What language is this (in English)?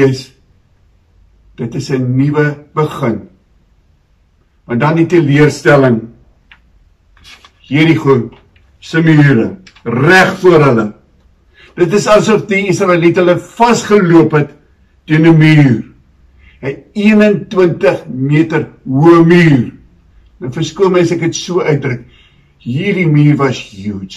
Afrikaans